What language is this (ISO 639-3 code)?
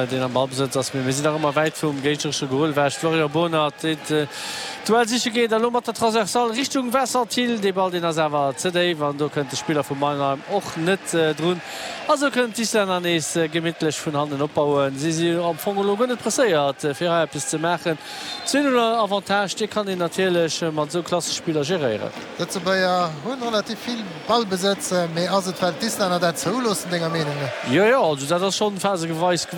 ltz